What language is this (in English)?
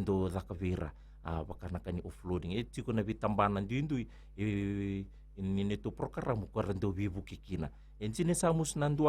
Fijian